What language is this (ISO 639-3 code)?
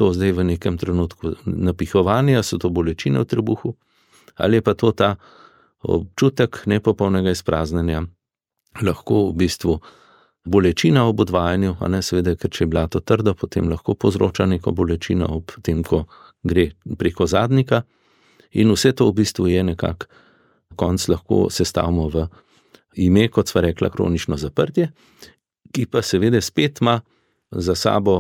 slv